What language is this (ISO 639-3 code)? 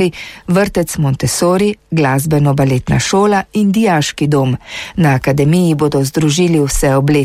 slv